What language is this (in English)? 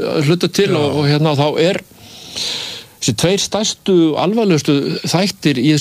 Icelandic